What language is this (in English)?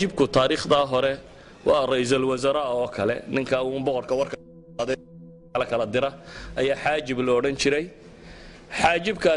Somali